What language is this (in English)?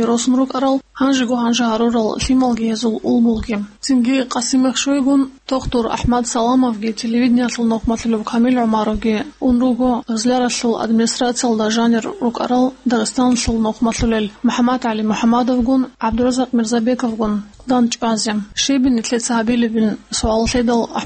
Avaric